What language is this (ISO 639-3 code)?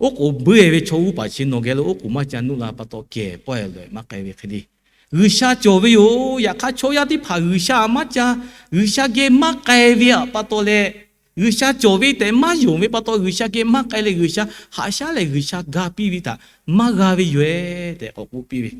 lhu